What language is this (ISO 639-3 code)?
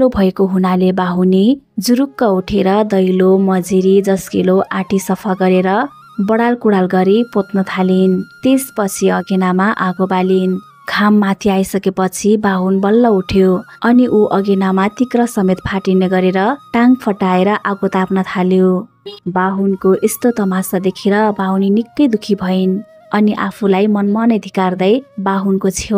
nep